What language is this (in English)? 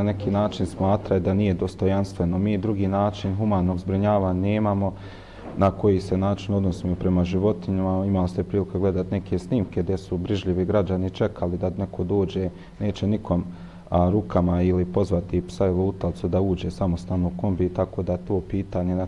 Bosnian